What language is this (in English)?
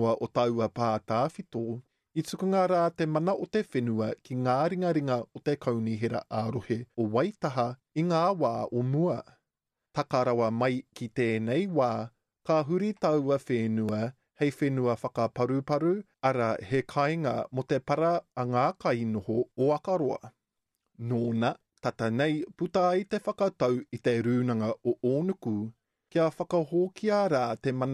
Māori